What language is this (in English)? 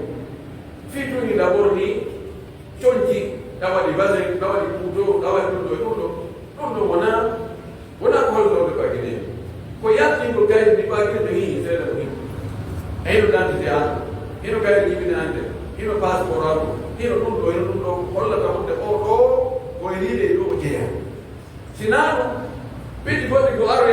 Pular